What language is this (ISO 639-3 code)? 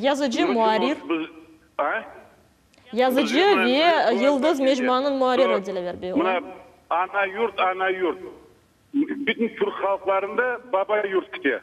crh